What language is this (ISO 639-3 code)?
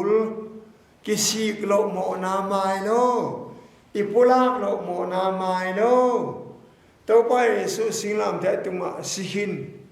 ctd